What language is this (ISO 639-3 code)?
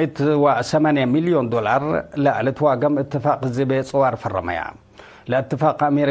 tig